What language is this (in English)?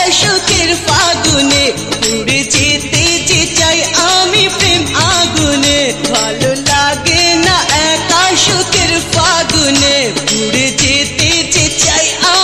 Bangla